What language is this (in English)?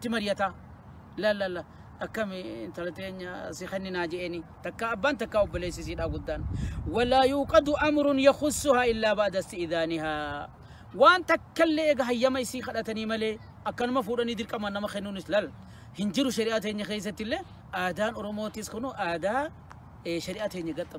Oromo